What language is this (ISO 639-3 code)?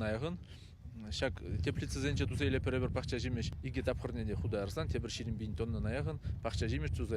chv